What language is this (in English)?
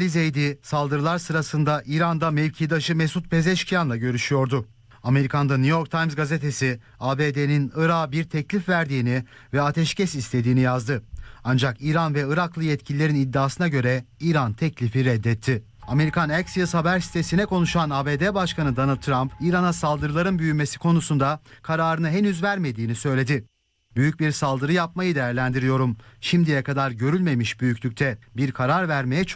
Turkish